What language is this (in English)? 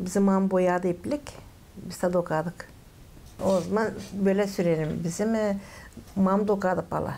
Gagauz